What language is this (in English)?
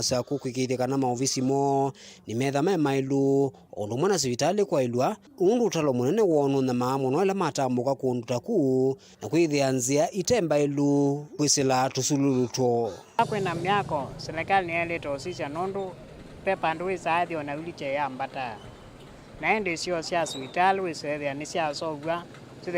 Kamba